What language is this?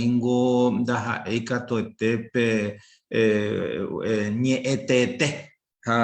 Guarani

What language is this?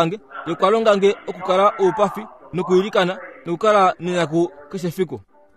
Kuanyama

